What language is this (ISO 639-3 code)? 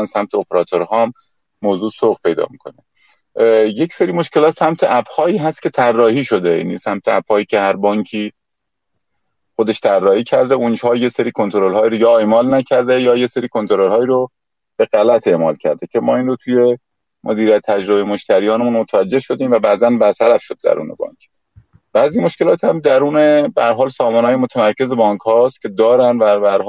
fas